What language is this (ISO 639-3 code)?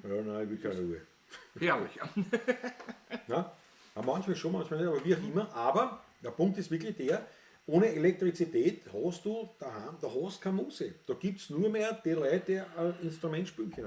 bar